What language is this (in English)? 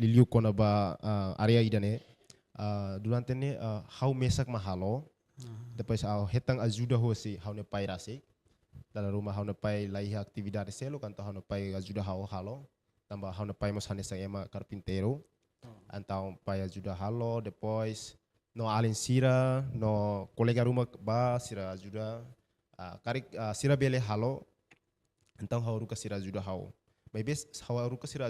Tetum